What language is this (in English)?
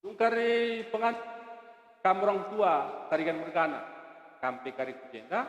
Batak Karo